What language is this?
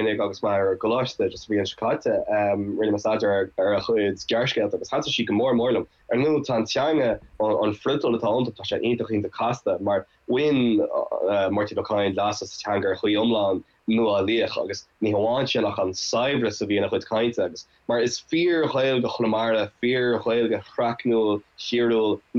Irish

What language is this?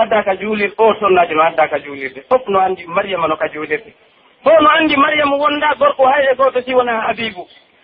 Pular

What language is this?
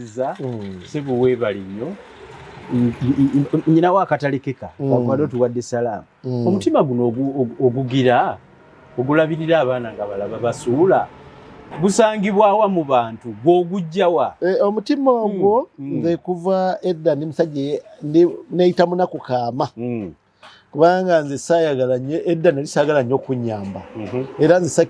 Ganda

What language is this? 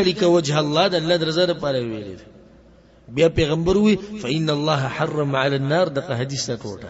Pashto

